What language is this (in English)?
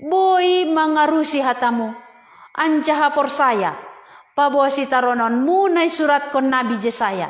Batak Simalungun